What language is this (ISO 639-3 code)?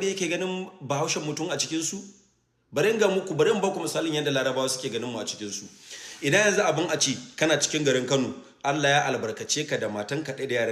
hau